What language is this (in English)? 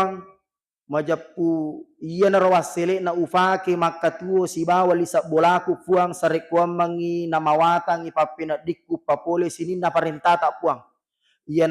Buginese